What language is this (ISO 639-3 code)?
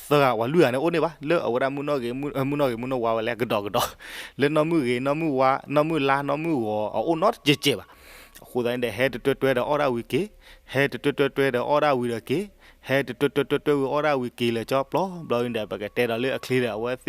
ksw